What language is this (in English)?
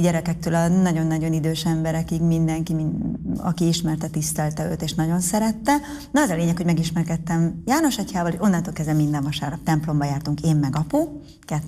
Hungarian